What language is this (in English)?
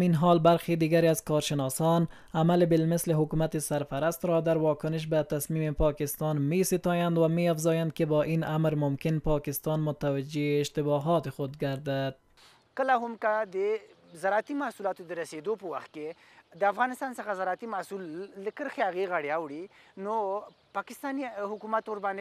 Pashto